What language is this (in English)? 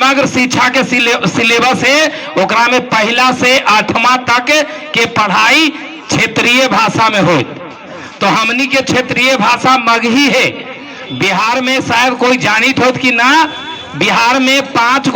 Magahi